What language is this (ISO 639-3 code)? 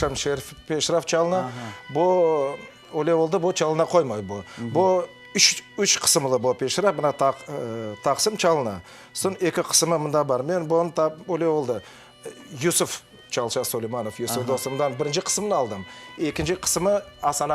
crh